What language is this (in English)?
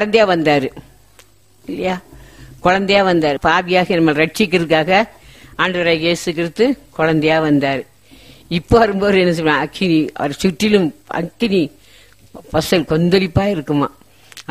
Tamil